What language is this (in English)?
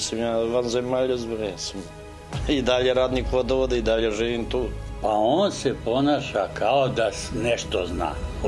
Serbian